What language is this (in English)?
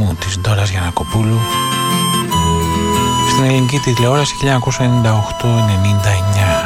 Greek